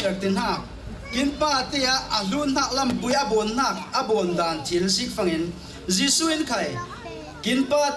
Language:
Falam Chin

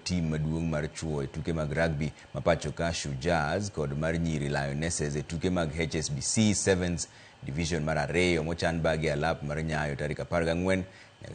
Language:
Luo (Kenya and Tanzania)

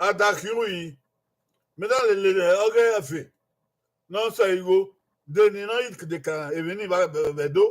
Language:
Bini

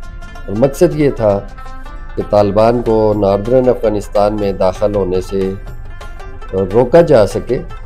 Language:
Hindi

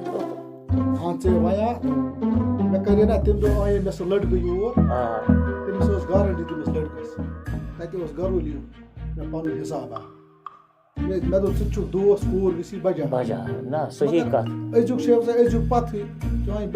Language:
Kashmiri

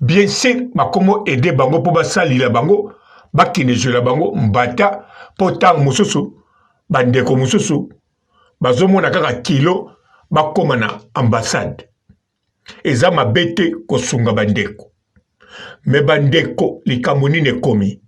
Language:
Lingala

